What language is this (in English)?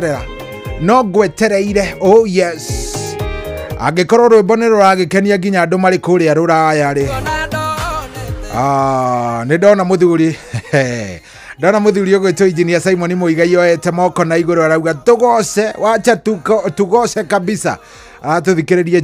Kikuyu